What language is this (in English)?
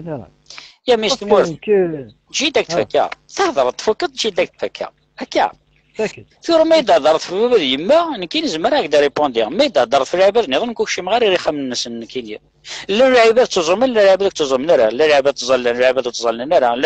Kabyle